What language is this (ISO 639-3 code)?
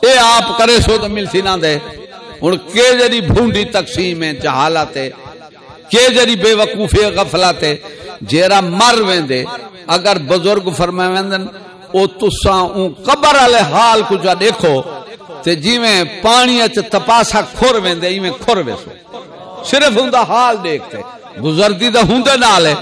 skr